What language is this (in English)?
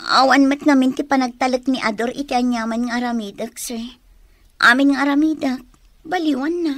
Iloko